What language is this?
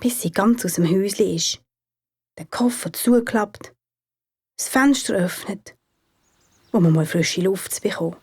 Swiss German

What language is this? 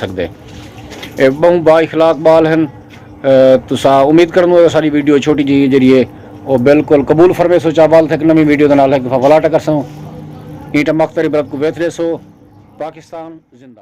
Saraiki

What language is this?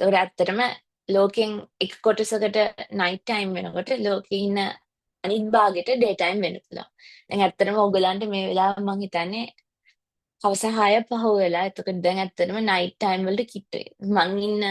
Sinhala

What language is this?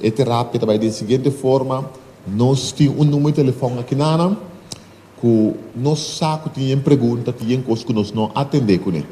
Papiamento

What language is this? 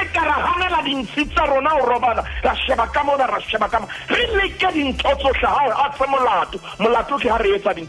Southern Sotho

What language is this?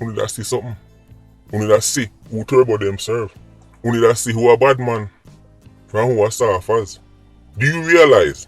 Jamaican Creole English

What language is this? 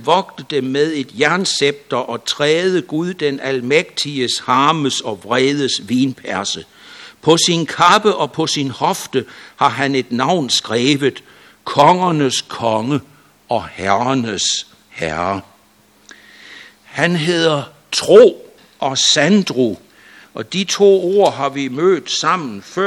Danish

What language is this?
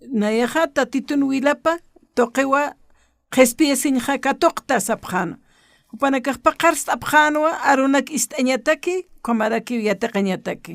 Aymara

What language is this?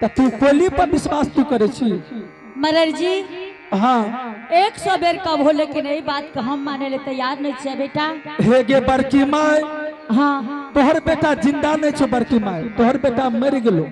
Angika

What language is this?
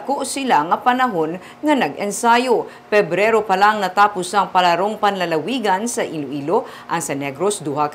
Hiligaynon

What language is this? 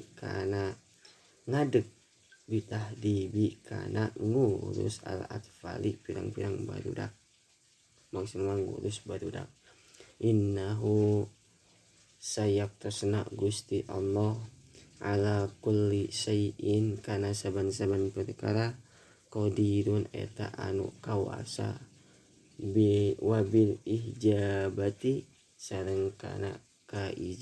Sundanese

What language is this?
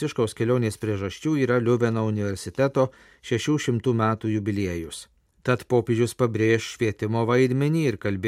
Lithuanian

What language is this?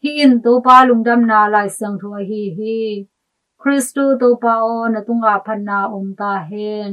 Tedim Chin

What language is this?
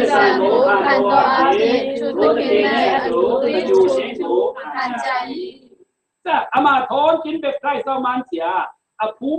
Falam Chin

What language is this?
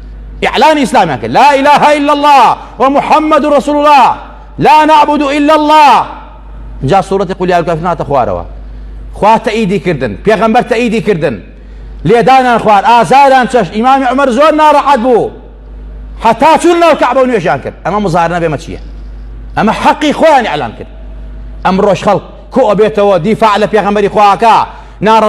Central Kurdish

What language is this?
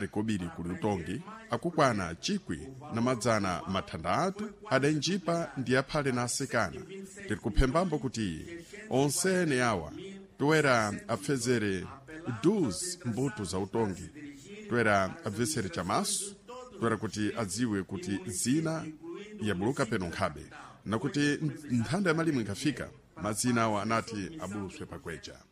Sena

